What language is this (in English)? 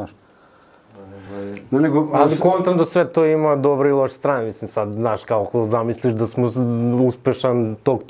Serbian